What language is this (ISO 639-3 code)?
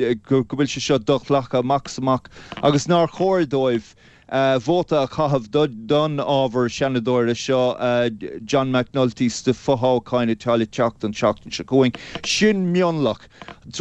gle